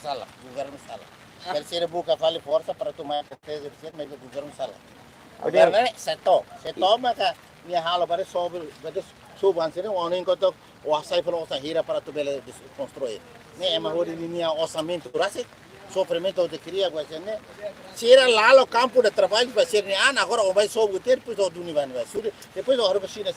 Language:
Tetum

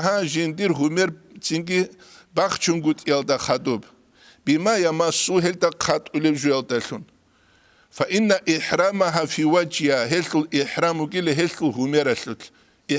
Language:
Avaric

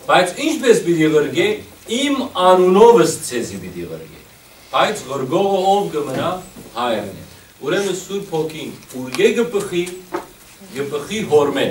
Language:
Western Armenian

